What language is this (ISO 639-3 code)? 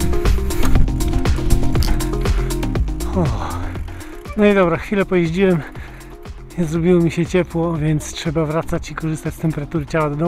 pol